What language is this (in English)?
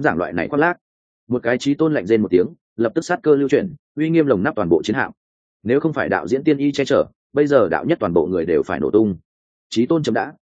Vietnamese